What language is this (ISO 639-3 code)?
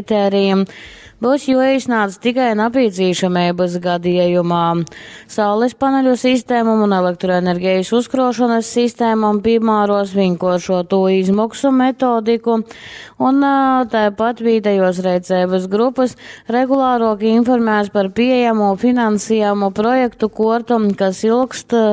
ltg